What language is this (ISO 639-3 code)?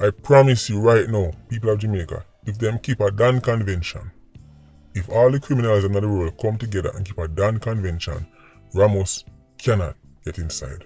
jam